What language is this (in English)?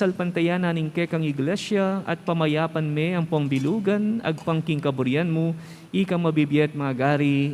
Pampanga